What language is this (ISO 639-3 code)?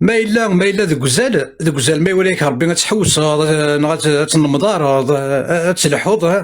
kab